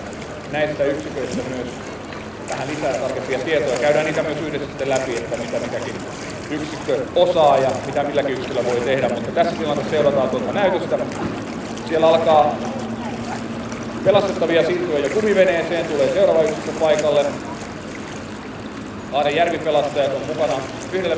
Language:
Finnish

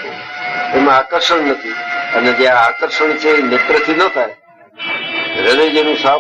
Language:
Gujarati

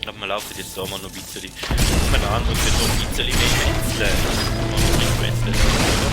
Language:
Swiss German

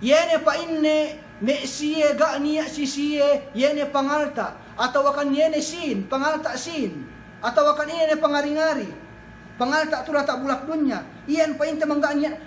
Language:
Yakan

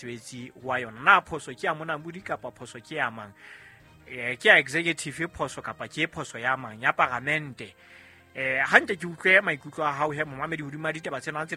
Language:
Southern Sotho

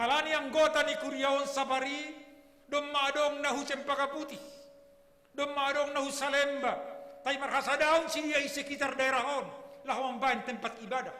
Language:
Batak Simalungun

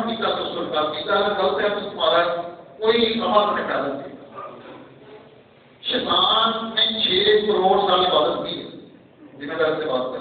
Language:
Urdu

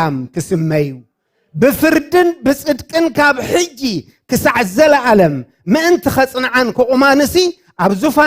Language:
Tigrinya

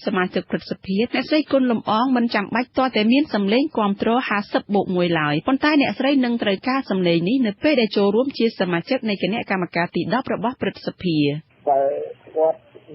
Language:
Khmer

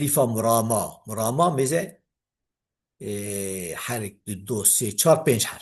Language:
Kurdish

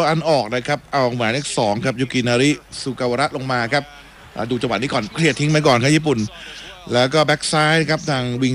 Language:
Thai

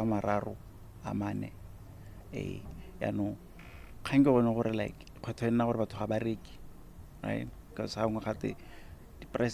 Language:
Tswana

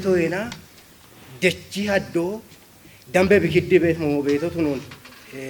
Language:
Kafa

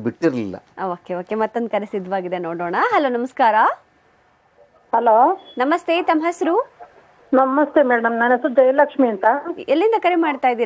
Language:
Kannada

